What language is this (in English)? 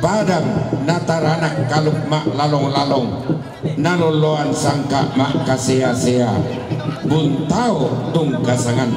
Toraja-Sa'dan